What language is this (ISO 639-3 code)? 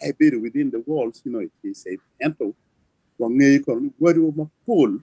ach